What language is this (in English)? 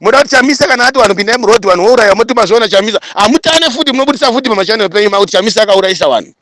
Shona